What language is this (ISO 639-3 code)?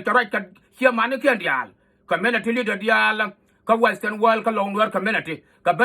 nus